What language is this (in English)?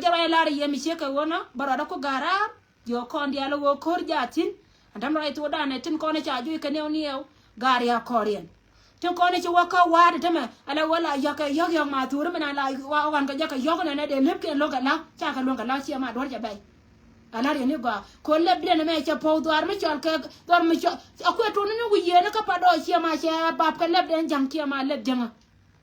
Nuer